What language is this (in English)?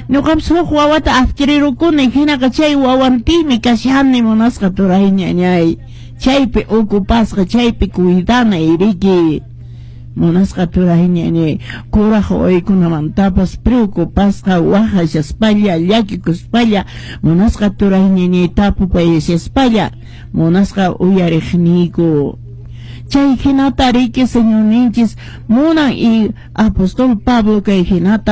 Quechua